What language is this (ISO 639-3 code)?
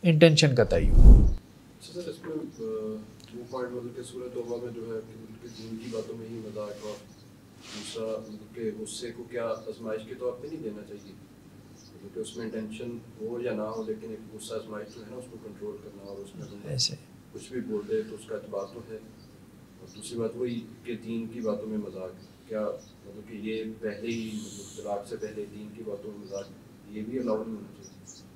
urd